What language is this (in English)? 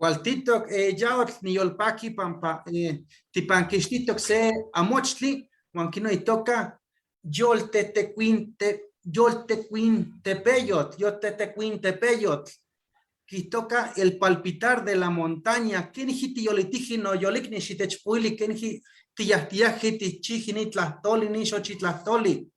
Eastern Huasteca Nahuatl